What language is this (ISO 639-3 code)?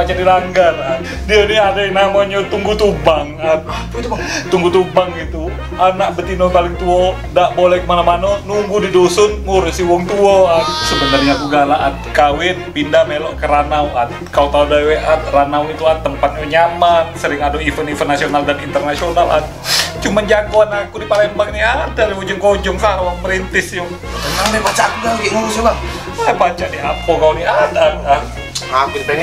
mui